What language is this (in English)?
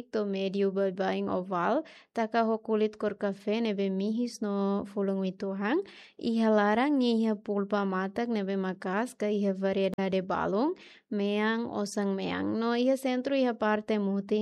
Tetum